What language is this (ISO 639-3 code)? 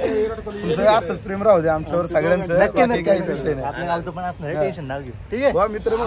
mar